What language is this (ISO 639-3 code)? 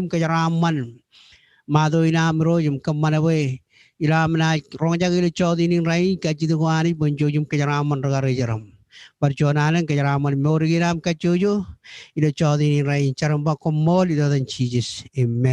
mah